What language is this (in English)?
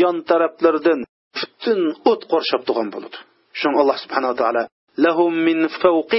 Uyghur